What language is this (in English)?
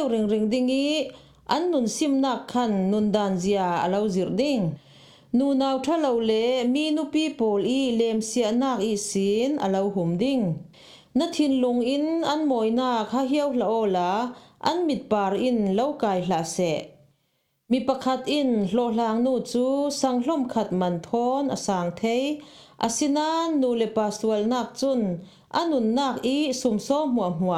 Falam Chin